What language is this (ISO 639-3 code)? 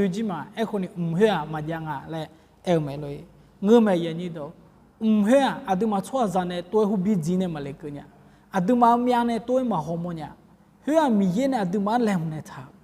ahk